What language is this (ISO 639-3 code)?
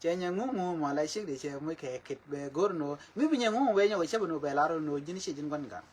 nus